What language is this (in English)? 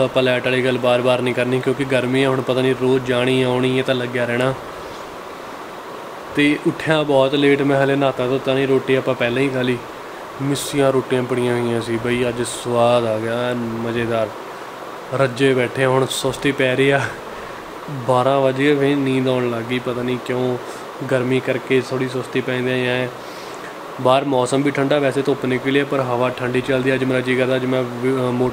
Punjabi